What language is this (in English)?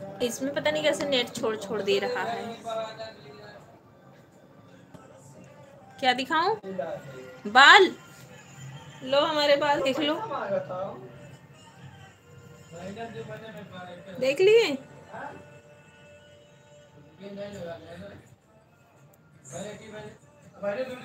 Hindi